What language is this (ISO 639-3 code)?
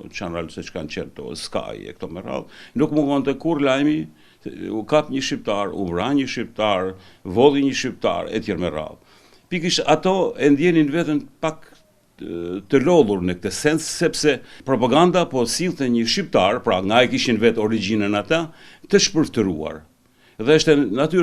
sqi